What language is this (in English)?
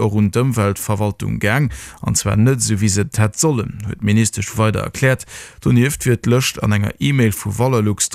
Luxembourgish